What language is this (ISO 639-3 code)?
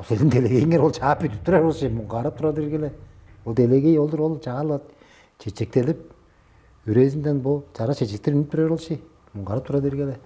tyv